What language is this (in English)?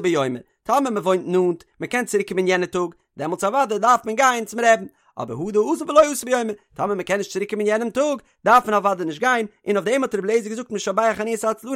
Yiddish